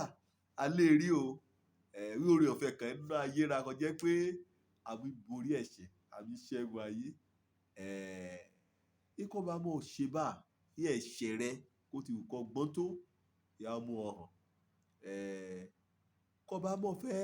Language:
Yoruba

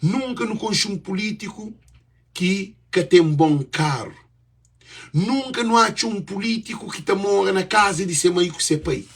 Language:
Kabuverdianu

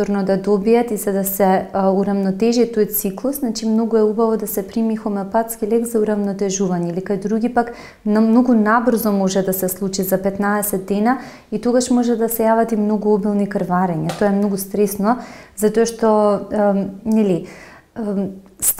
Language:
Macedonian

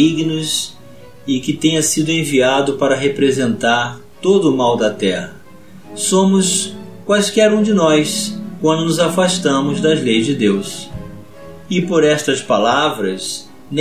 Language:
Portuguese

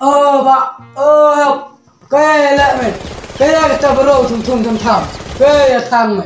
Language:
Khasi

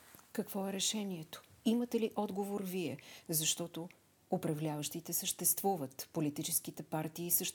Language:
Bulgarian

